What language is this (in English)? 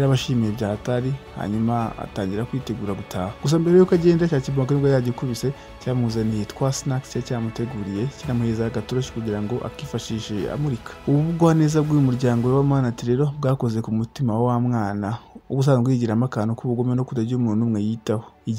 Kinyarwanda